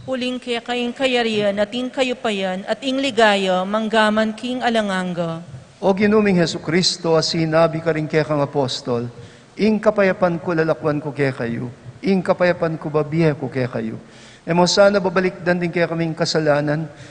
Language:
Pampanga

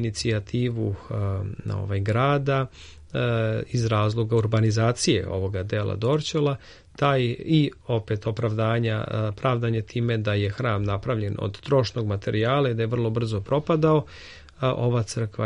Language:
Serbian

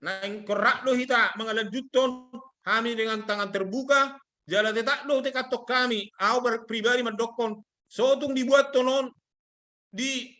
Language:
Batak Toba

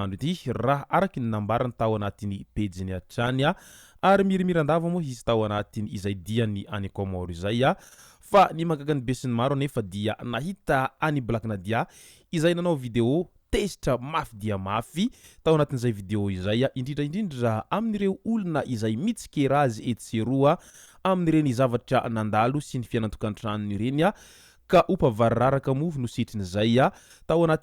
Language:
Malagasy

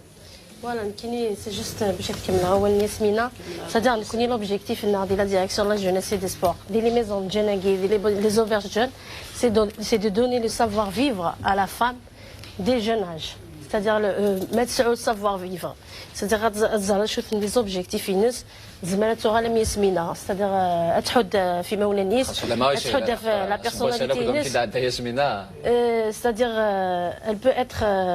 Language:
Kabyle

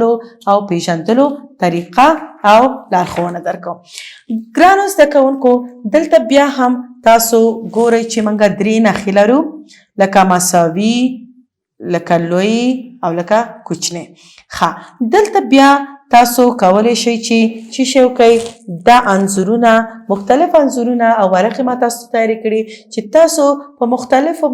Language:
Pashto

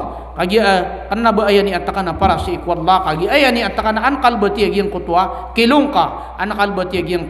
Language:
Maranao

